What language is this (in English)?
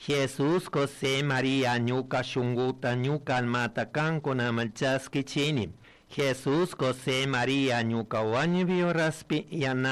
Chimborazo Highland Quichua